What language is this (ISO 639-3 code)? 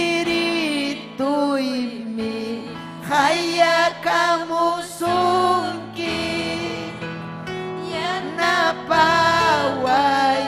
quy